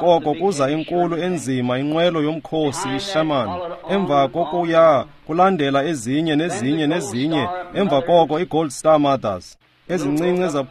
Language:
Xhosa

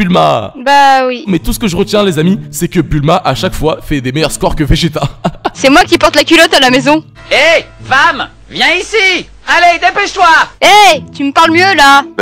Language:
French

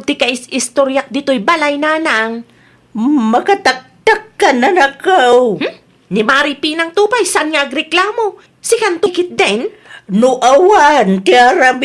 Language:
Iloko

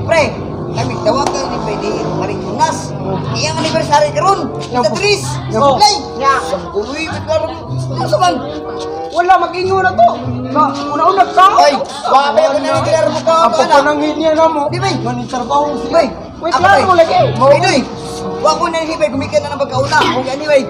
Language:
Cebuano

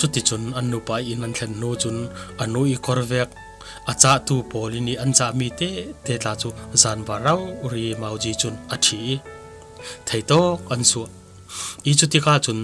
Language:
Falam Chin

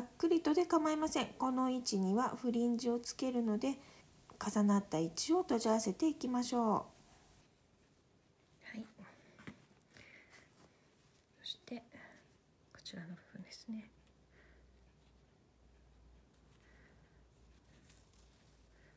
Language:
Japanese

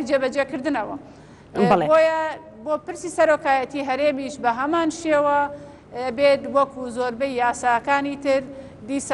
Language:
Central Kurdish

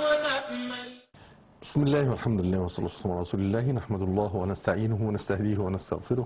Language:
Arabic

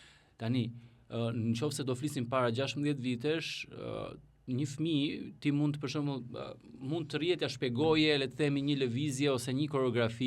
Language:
Albanian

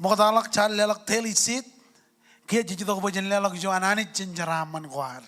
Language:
Marshallese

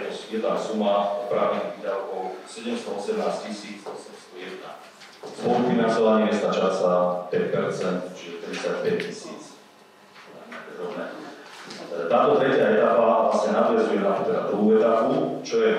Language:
Slovak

